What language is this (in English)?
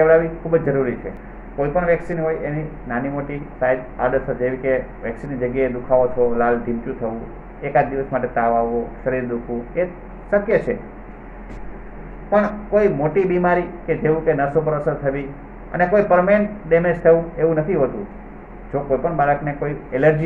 Gujarati